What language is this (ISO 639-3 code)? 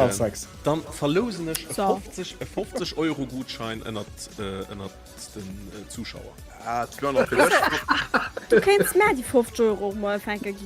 ltz